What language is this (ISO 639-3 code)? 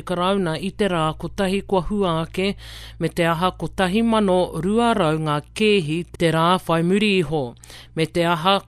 mri